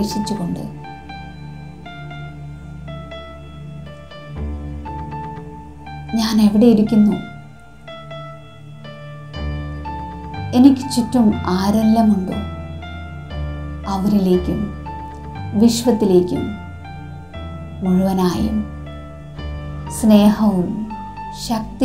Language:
Malayalam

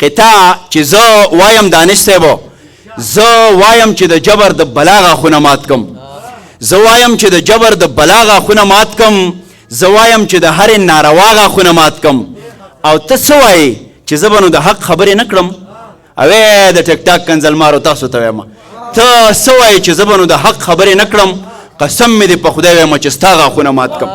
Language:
Pashto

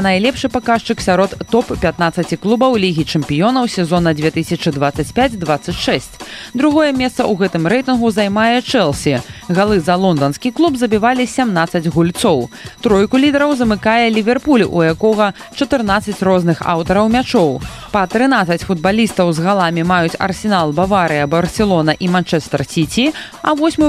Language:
Belarusian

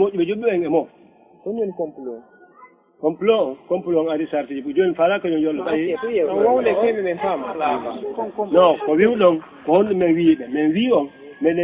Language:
Fula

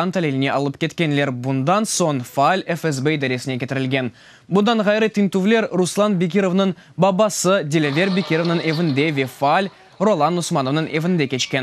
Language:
Crimean Tatar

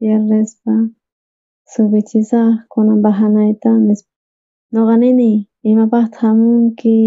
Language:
South Bolivian Quechua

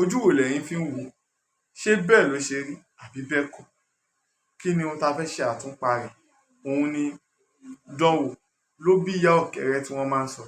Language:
Yoruba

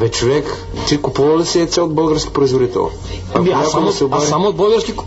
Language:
Bulgarian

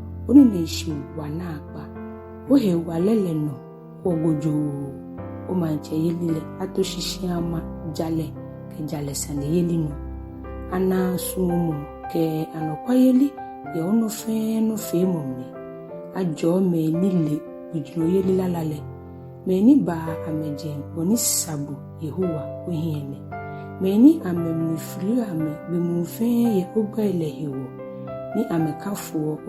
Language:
Ga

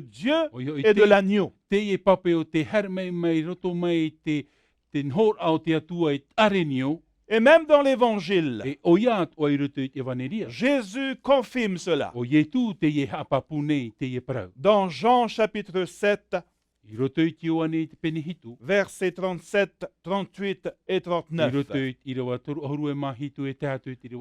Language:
Tahitian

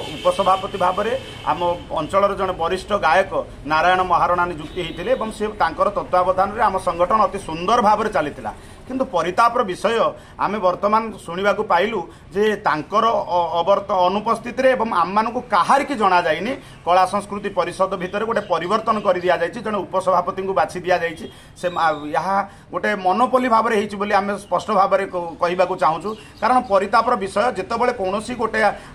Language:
Odia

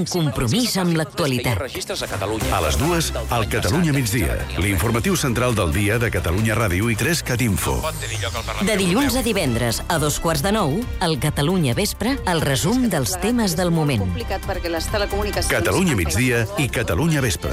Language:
Catalan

